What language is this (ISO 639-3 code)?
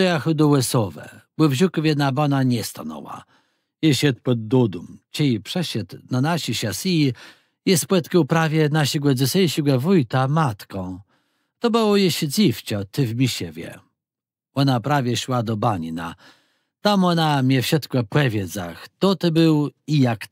csb